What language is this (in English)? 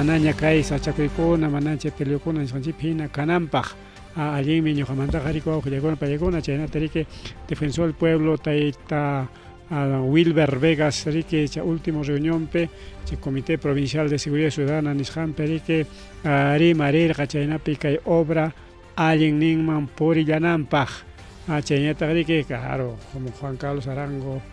Ayacucho Quechua